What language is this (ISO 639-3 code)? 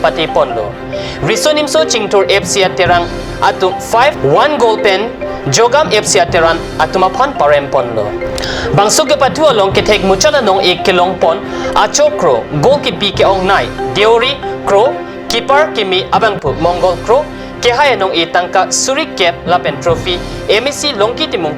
mjw